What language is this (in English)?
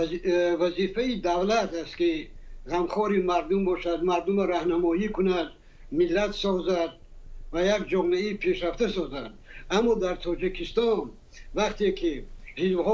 Tajik